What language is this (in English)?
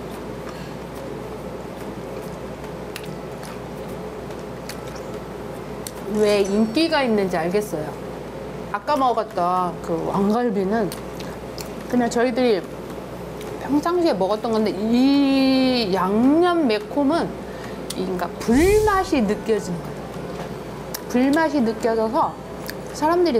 Korean